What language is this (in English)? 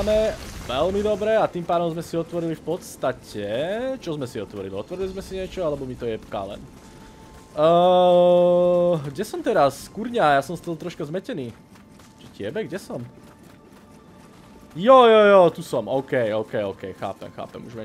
Slovak